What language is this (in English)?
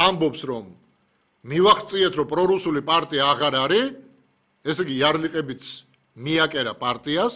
Georgian